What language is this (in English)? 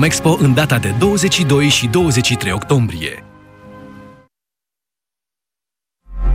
Romanian